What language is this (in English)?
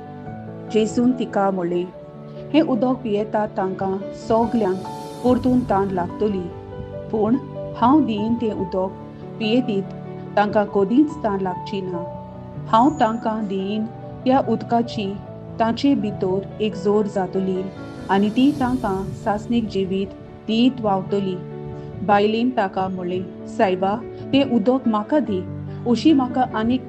Konkani